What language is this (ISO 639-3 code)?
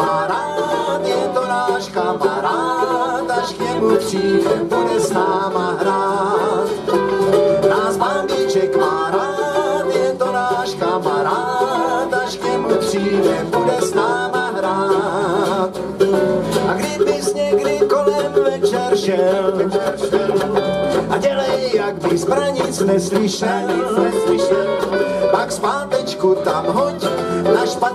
ces